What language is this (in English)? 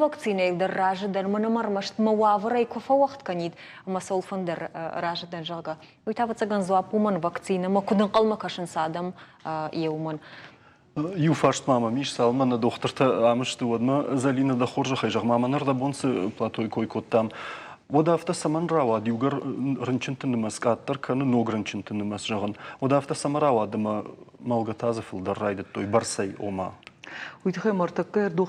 Ossetic